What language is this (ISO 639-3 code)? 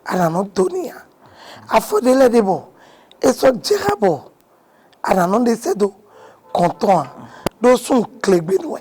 fon